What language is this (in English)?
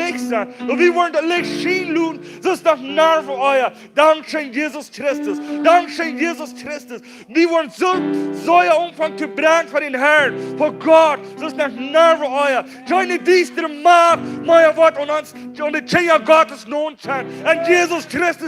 Plautdietsch